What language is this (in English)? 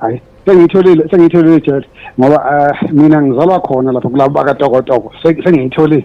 Zulu